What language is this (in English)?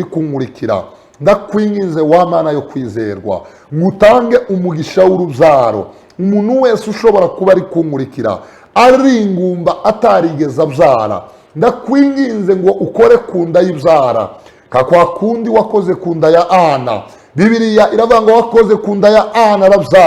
Kinyarwanda